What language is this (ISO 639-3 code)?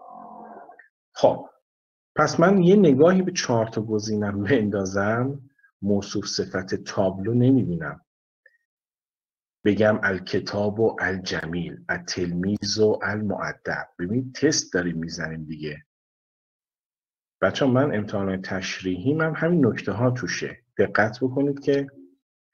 fas